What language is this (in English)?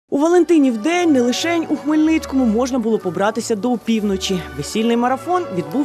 Ukrainian